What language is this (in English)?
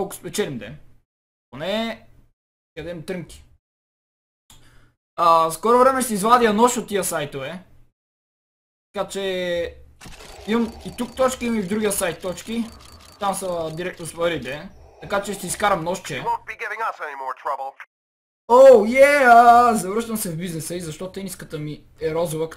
Bulgarian